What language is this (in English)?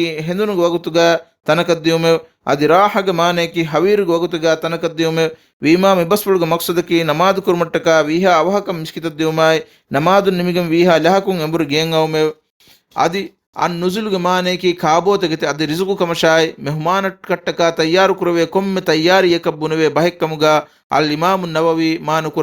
Divehi